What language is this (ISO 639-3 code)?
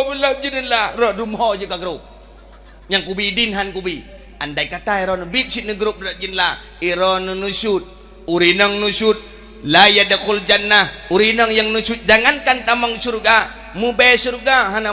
ace